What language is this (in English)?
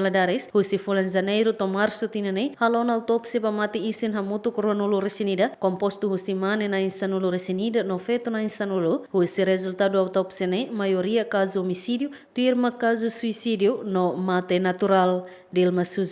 Tetum